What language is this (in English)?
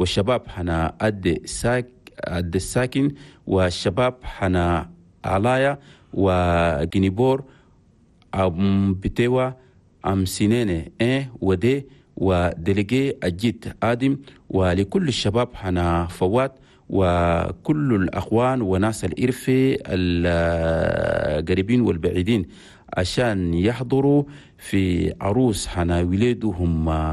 Chadian Arabic